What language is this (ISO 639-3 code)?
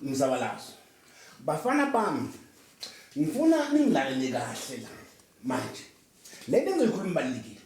zul